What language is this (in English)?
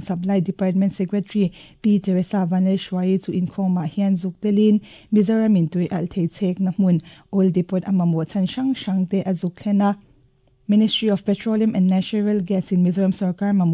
Mizo